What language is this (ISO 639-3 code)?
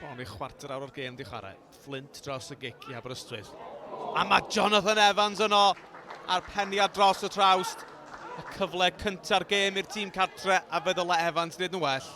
cym